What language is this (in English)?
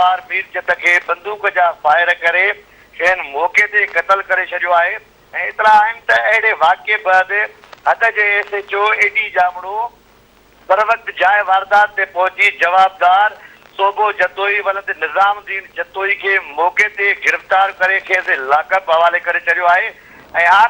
Sindhi